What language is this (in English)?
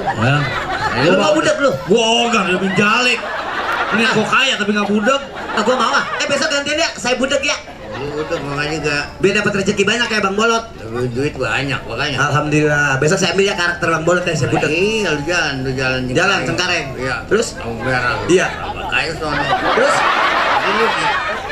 Betawi